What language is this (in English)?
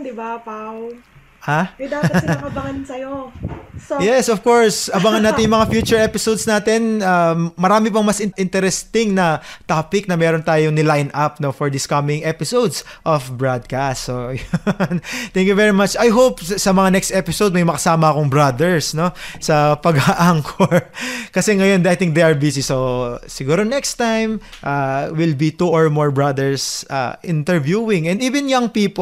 Filipino